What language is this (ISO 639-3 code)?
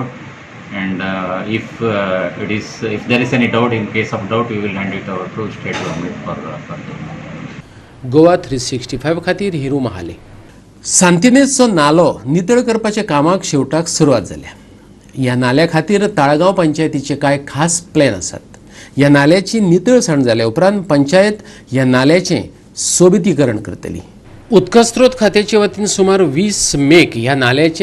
kok